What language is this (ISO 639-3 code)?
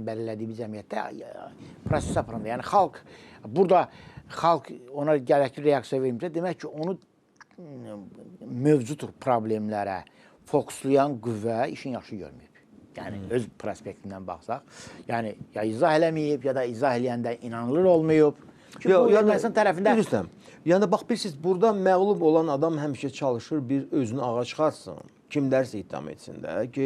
aze